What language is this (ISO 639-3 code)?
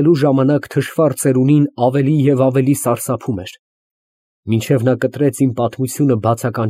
hye